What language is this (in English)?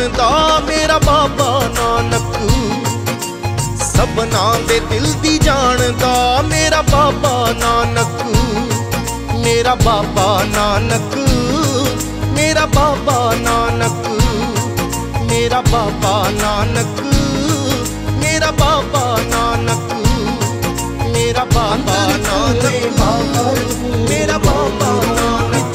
Punjabi